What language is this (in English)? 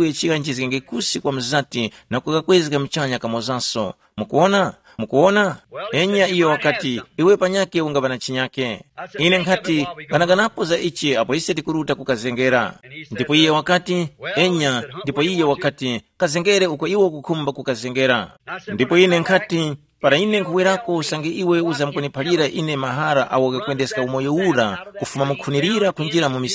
Tumbuka